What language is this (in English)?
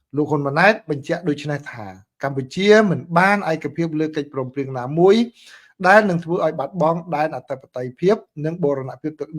Khmer